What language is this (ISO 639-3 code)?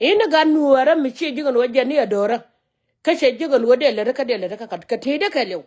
nus